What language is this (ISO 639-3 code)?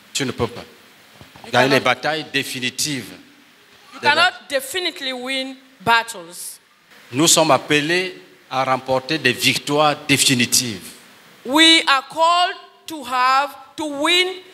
fra